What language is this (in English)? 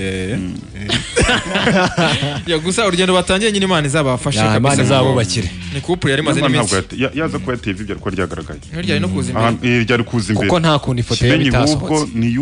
Kinyarwanda